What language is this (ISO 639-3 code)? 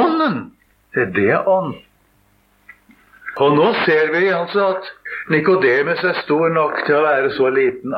nor